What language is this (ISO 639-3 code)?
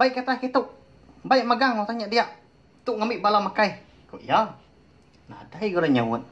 iba